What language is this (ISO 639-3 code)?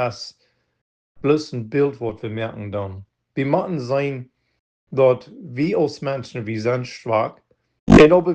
pdt